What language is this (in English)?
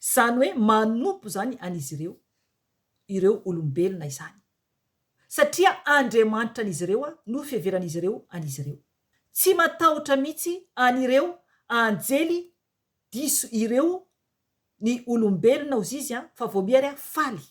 Malagasy